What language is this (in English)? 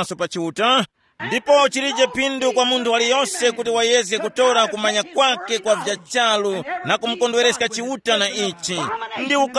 Tumbuka